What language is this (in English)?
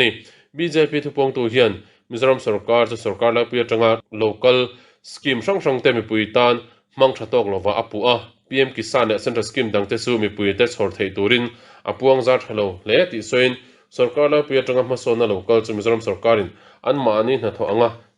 Mizo